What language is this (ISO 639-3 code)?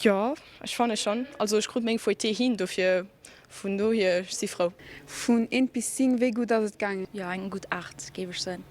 ltz